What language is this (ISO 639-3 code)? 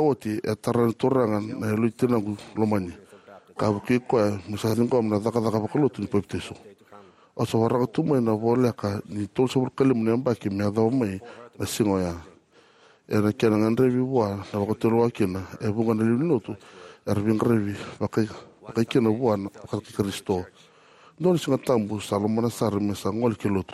fij